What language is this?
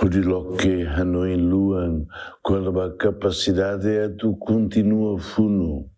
Tetum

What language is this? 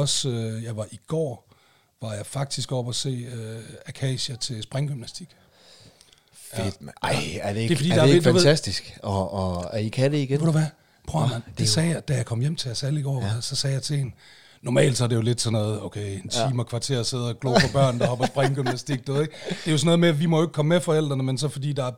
Danish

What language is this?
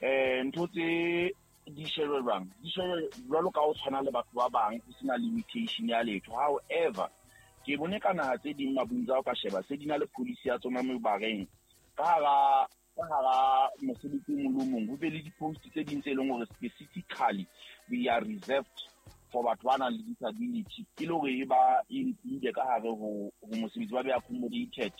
Southern Sotho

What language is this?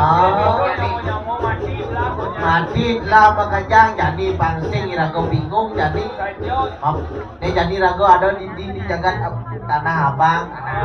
Balinese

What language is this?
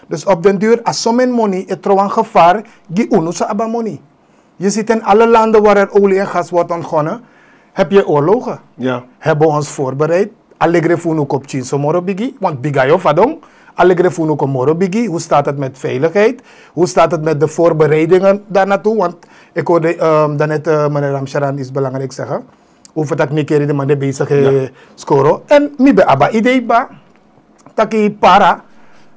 Dutch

